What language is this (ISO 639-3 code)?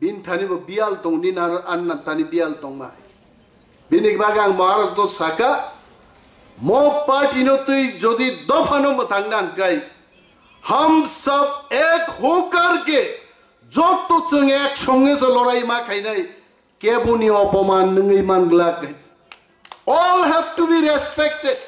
trp